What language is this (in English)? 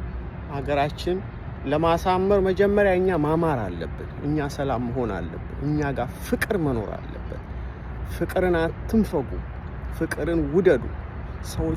Amharic